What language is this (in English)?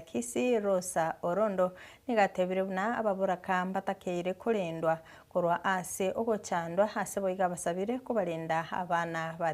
Gusii